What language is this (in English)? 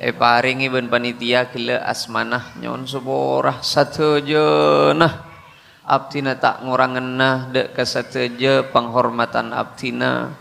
Madurese